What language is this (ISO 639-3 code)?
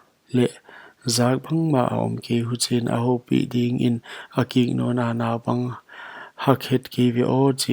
pck